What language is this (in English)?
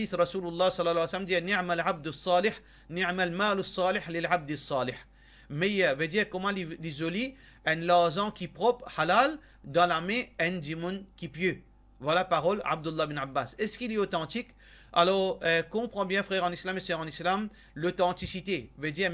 Morisyen